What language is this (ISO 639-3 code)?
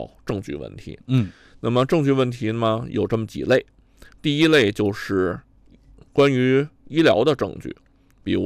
zho